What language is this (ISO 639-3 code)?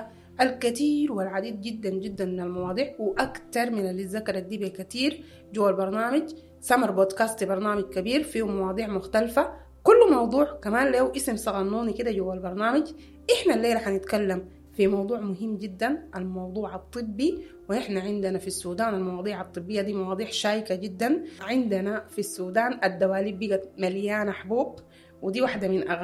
apd